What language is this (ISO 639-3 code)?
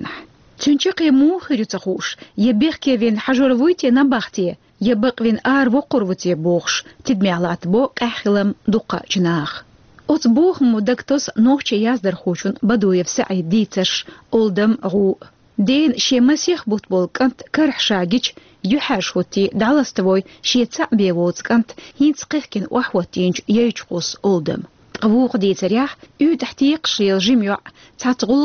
che